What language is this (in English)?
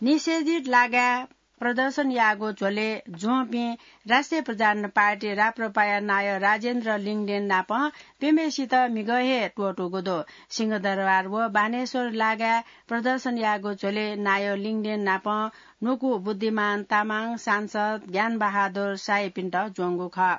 Newari